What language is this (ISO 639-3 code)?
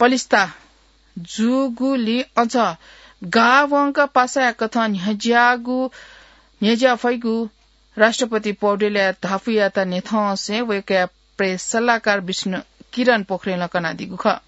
new